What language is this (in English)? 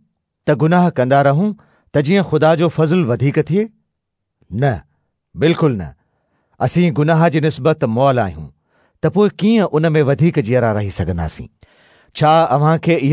Sindhi